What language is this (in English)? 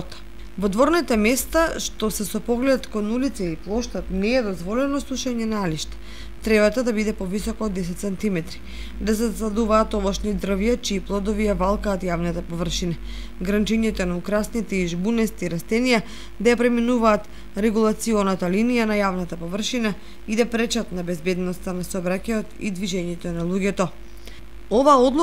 Macedonian